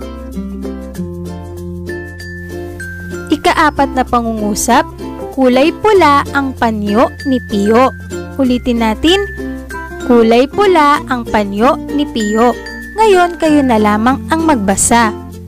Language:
Filipino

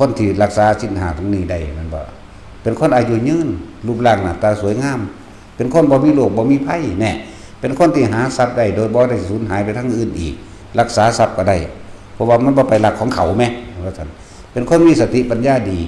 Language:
Northeastern Thai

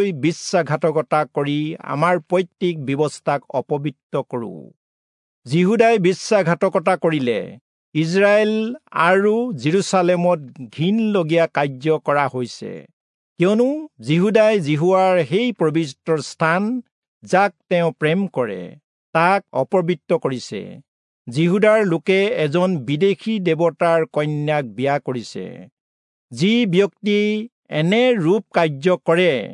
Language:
Assamese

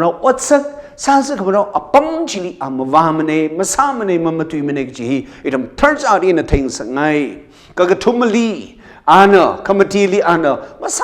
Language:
Tangkhul Naga (India)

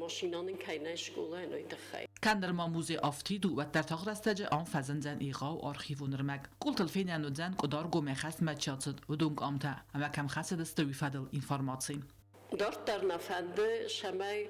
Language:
Ossetic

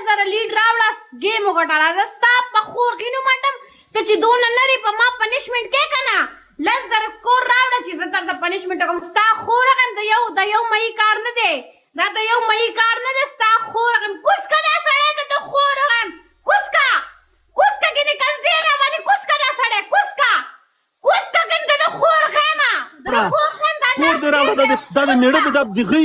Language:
Pashto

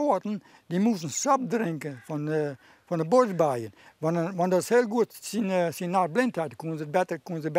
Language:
Western Frisian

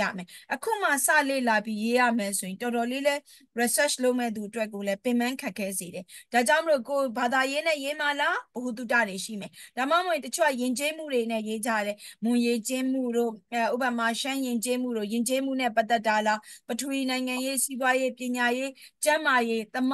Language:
Burmese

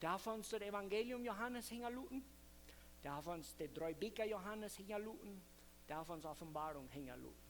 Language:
Plautdietsch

